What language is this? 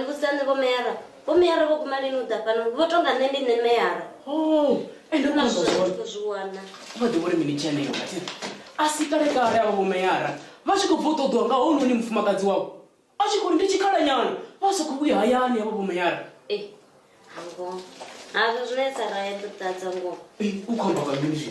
Venda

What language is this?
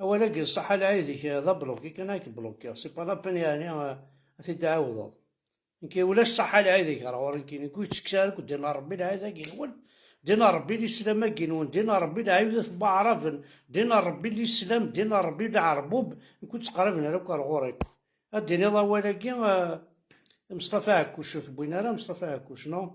Kabyle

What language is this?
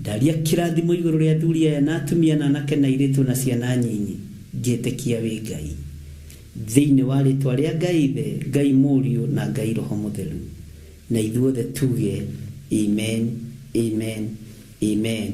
Kikuyu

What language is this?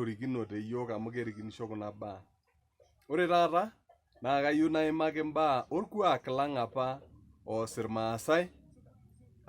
Masai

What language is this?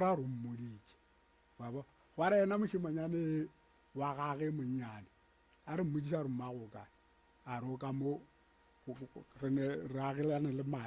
Northern Sotho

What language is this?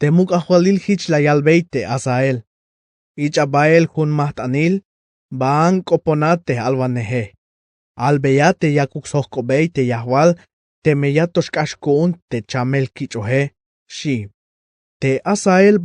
Tzeltal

